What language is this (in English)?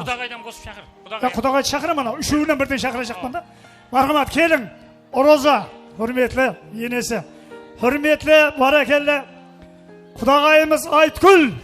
Kara-Kalpak